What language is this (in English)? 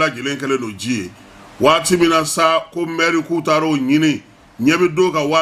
Bambara